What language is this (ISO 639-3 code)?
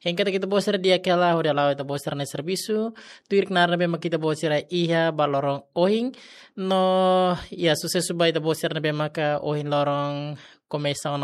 tet